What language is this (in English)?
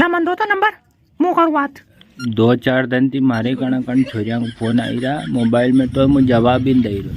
Rajasthani